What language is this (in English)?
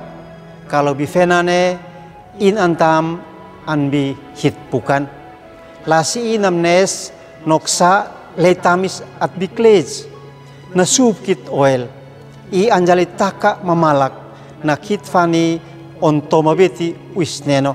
Uab Meto